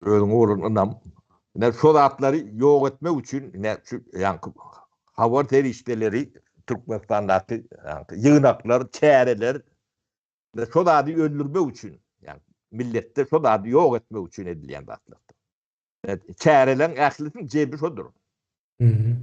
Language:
Turkmen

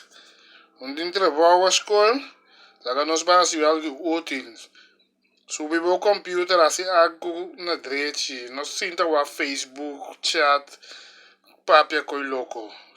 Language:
Papiamento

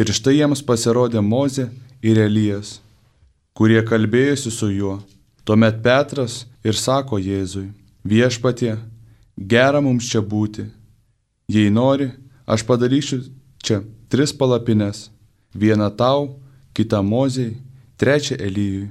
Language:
Lithuanian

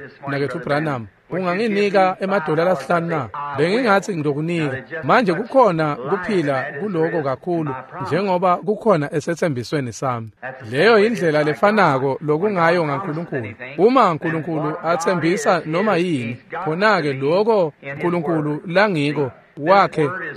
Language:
Swati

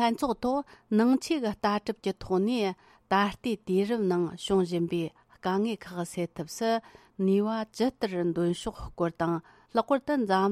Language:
Tibetan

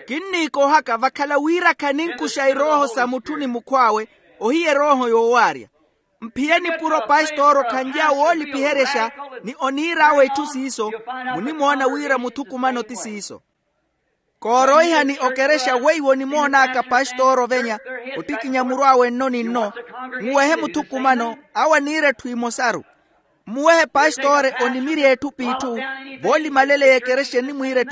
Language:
Makhuwa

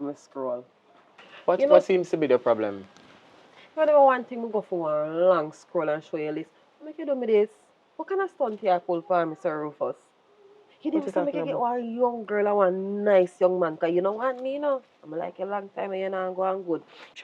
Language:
Jamaican Creole English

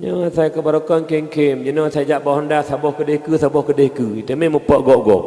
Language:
Achinese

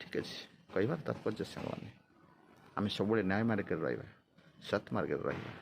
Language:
Odia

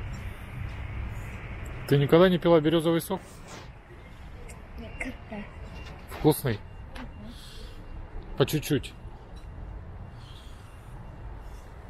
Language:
Russian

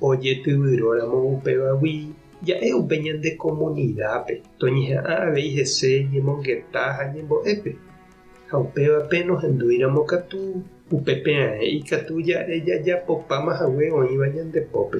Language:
Guarani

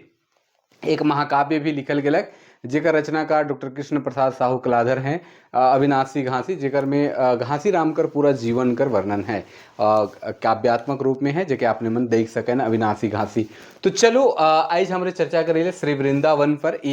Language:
Sadri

